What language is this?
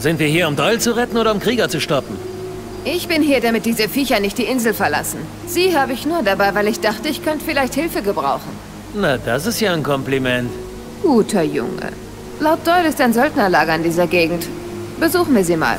Bavarian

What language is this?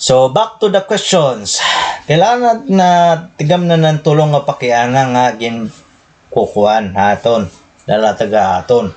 Waray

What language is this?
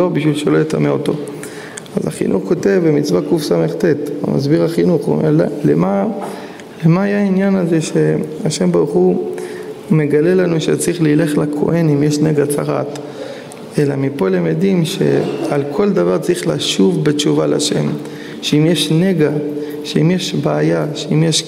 Hebrew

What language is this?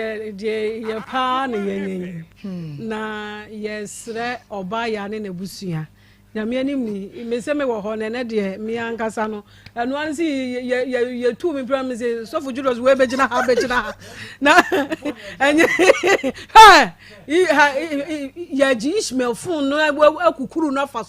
Akan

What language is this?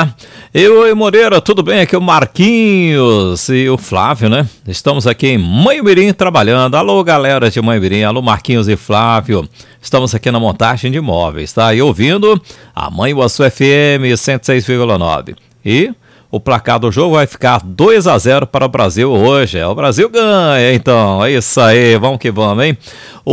Portuguese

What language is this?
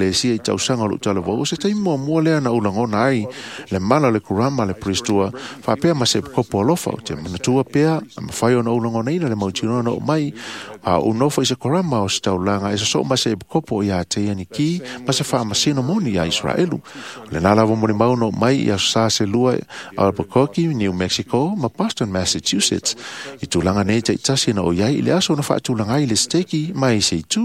Samoan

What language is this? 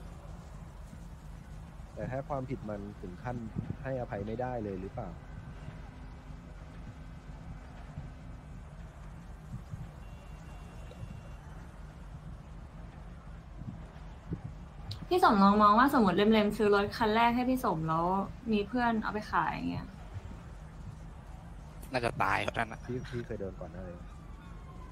Thai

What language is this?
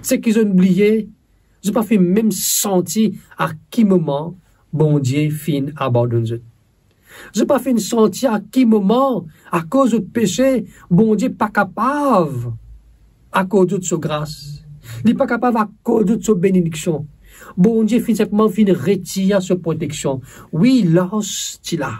Morisyen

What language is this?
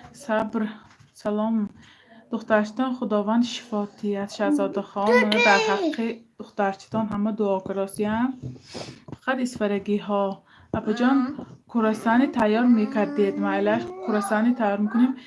Tajik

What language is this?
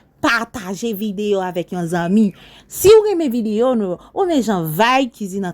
Haitian Creole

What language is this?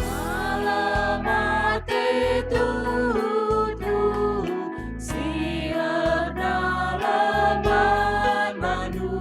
Batak Karo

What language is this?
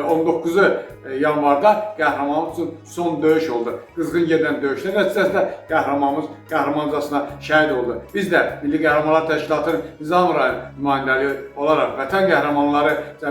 Azerbaijani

